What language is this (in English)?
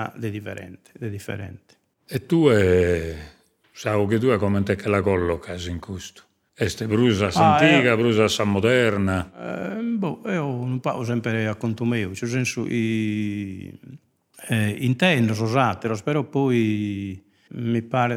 Sardinian